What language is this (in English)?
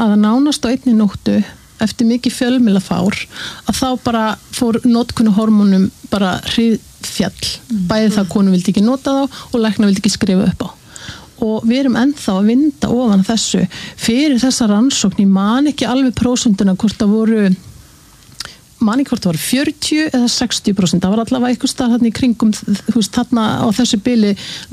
Icelandic